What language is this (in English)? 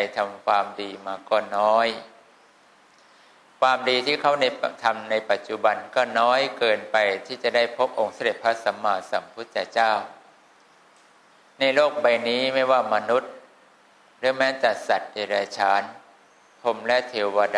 Thai